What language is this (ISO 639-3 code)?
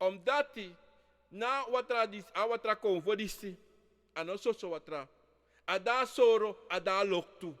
srn